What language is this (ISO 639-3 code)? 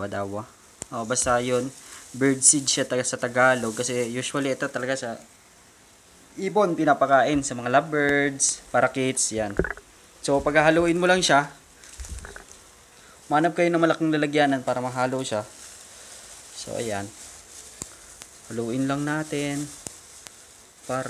fil